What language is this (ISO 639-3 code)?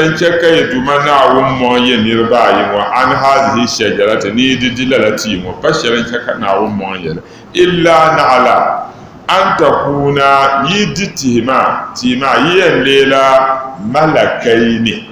dag